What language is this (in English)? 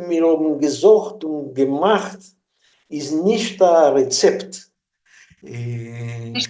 Yiddish